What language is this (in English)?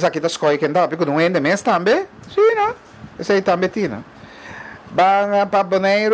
Papiamento